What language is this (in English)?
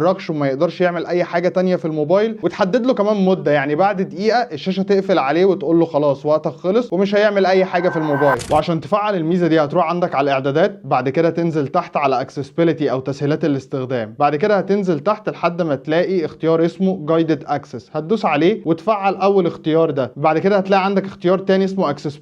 Egyptian Arabic